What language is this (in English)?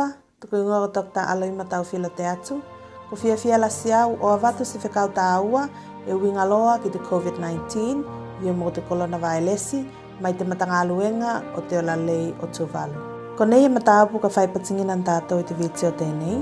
Tuvalu